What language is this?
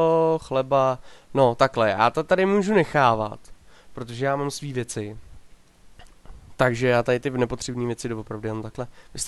Czech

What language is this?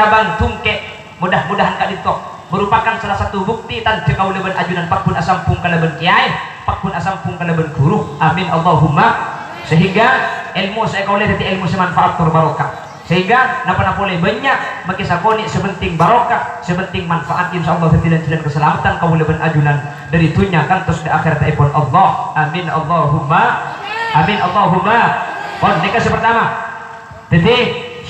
Madurese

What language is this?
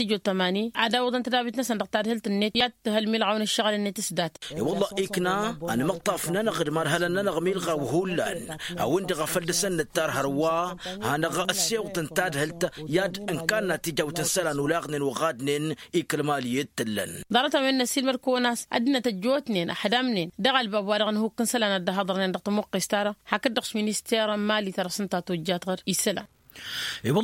Tamasheq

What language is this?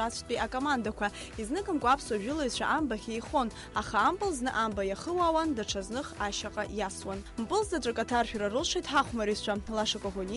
Abkhazian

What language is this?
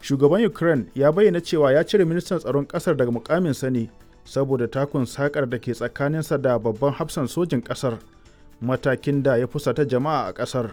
Hausa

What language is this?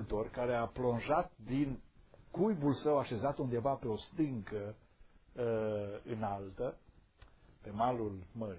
Romanian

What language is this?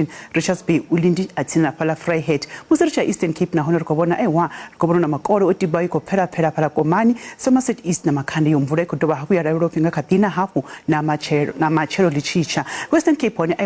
Venda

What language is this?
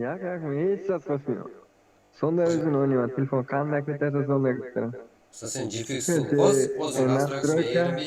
Kara-Kalpak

